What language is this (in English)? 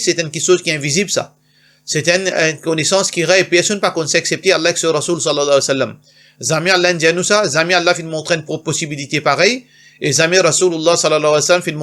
Morisyen